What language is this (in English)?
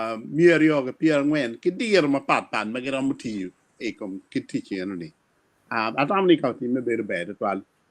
Acoli